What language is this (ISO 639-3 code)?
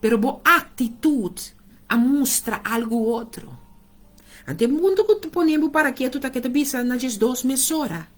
pap